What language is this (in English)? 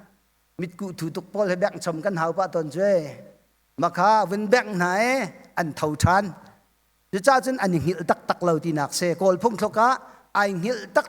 Hakha Chin